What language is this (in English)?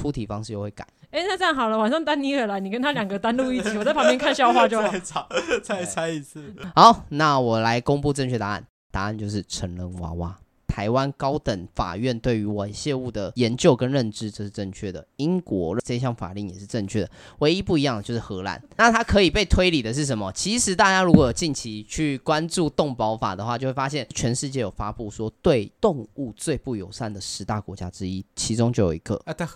Chinese